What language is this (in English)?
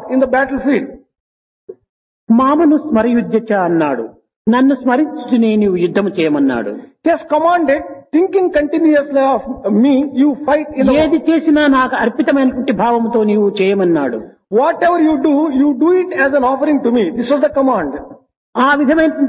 Telugu